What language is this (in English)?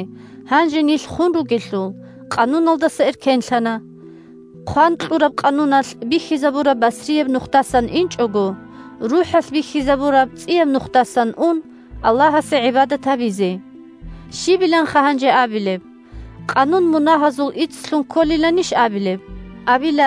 Avaric